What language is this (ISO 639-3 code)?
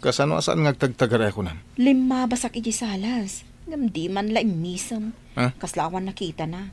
ilo